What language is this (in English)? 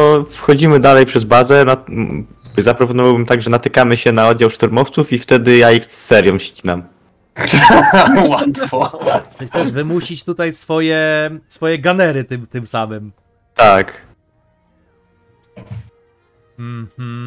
Polish